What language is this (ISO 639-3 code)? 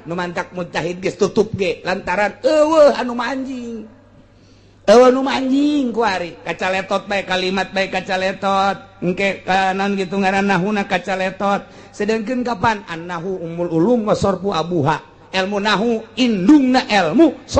sun